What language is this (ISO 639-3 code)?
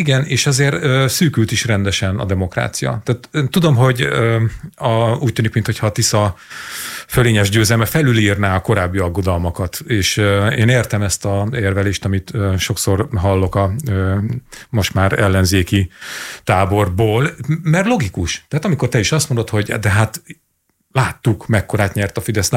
hun